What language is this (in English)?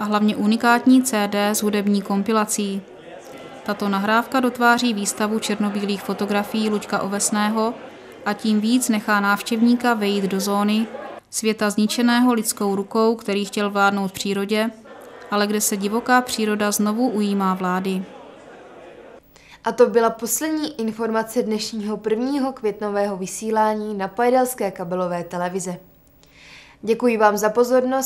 Czech